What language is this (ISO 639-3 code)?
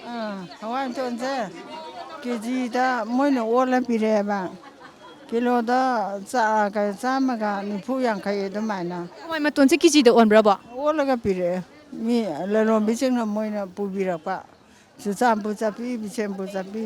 mni